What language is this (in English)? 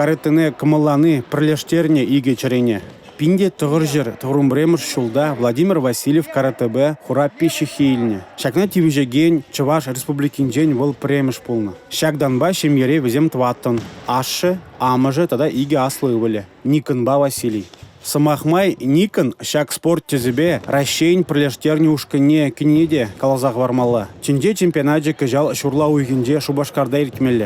Chuvash